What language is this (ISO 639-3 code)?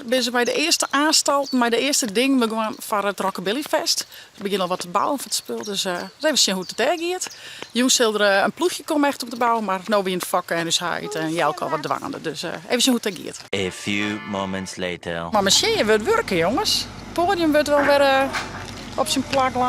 fry